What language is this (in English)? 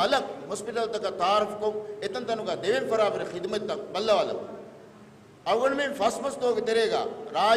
Divehi